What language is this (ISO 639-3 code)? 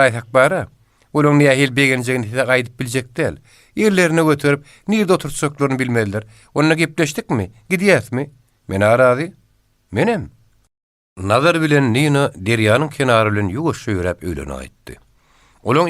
tuk